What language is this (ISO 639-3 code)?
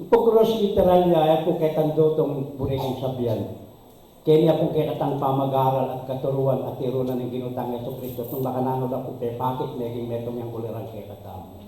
pam